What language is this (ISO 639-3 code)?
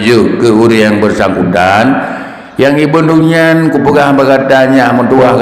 ace